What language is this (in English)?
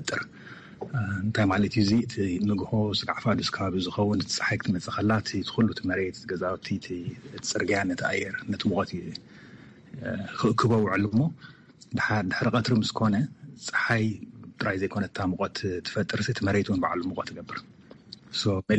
Tigrinya